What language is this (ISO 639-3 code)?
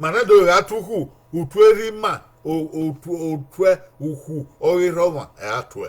bin